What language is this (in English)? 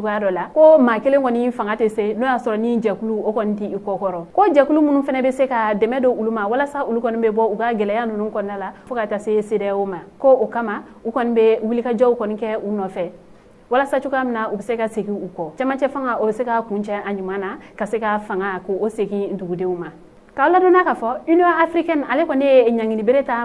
Bambara